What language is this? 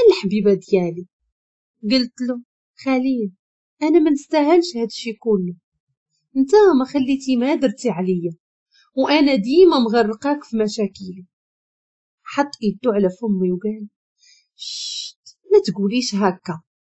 Moroccan Arabic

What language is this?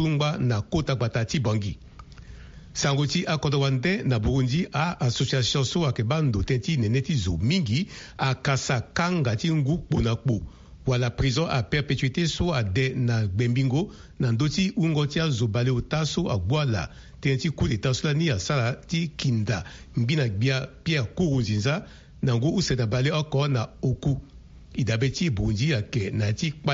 Sango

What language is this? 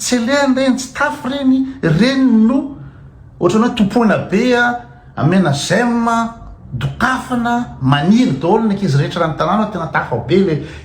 Malagasy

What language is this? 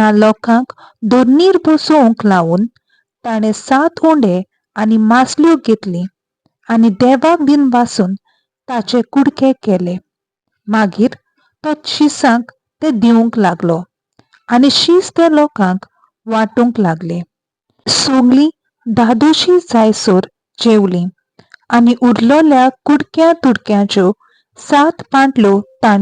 Konkani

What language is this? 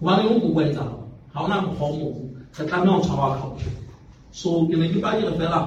Southern Sotho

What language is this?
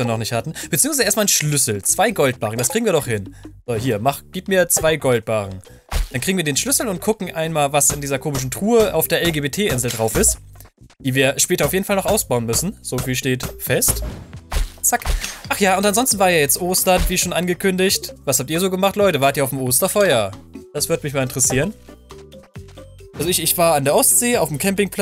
German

